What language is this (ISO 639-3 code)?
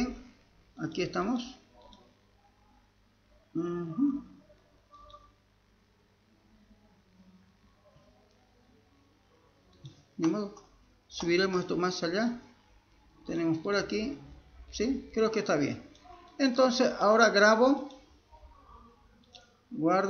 spa